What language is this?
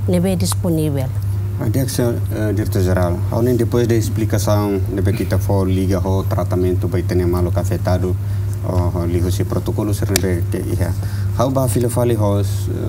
Tetum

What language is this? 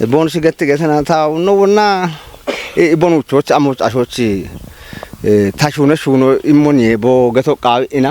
Kafa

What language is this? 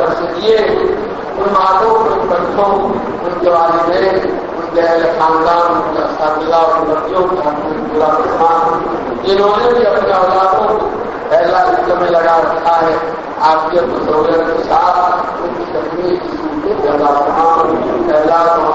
Urdu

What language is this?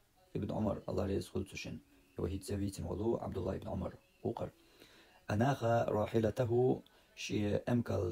Chechen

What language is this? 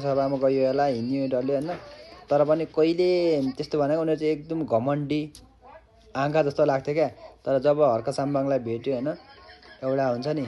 Nepali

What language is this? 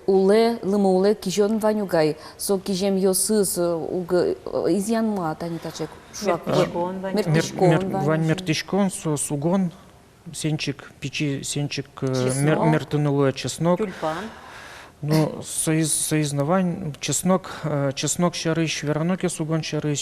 Udmurt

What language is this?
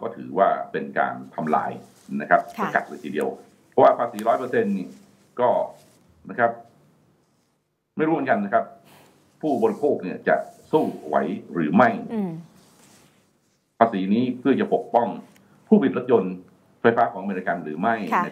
Thai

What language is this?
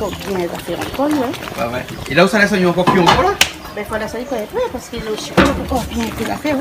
Réunion Creole French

